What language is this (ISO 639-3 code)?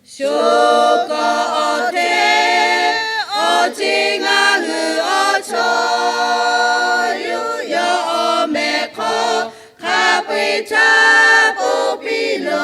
lhu